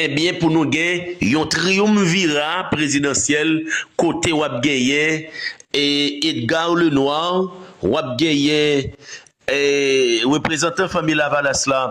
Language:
Haitian Creole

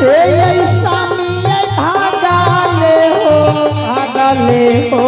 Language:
Angika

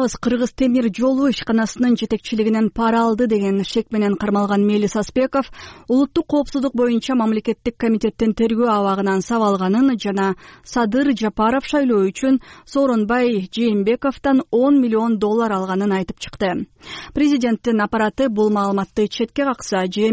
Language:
Kyrgyz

